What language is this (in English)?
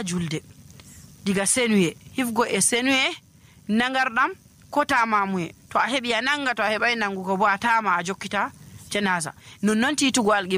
Nigerian Fulfulde